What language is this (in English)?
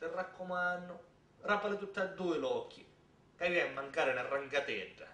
Sicilian